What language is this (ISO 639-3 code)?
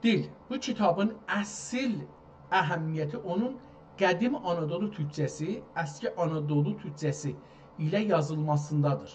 azb